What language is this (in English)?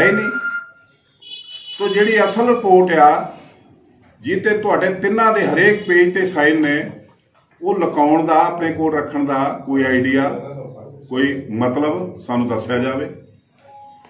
Punjabi